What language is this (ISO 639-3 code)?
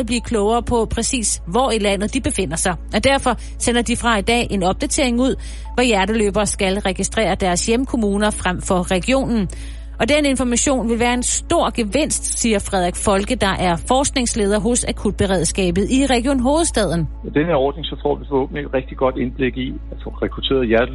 dan